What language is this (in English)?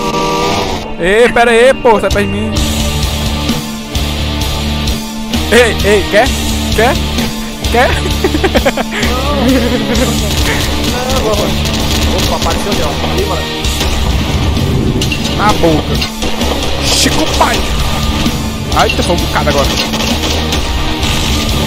Portuguese